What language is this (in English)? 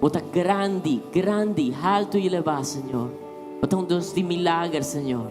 Papiamento